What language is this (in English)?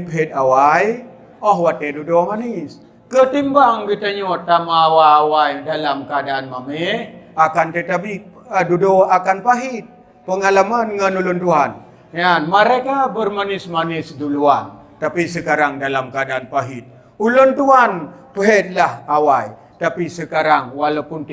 Achinese